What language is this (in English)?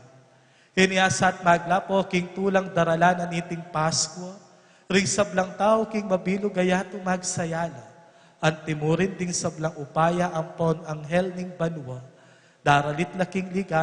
Pampanga